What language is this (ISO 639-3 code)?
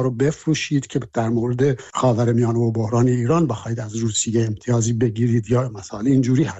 fas